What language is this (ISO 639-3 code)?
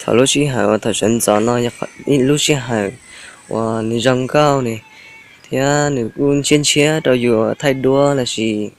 hmn